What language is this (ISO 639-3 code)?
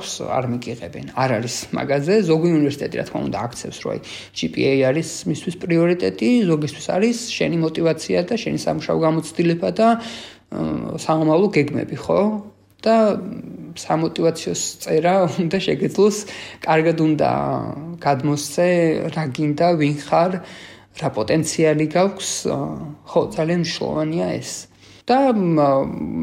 kat